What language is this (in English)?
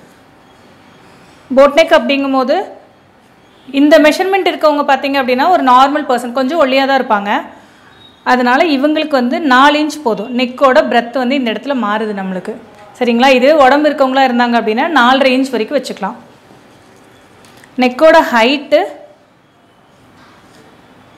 Tamil